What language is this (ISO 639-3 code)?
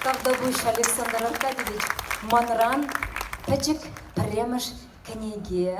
chv